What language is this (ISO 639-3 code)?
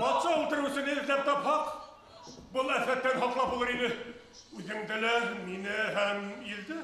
bak